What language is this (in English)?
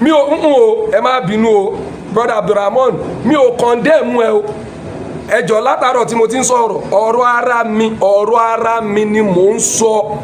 Yoruba